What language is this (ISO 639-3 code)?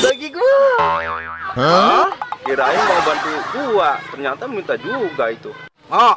bew